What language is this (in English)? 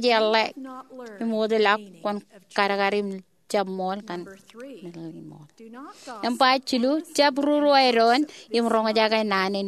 Marshallese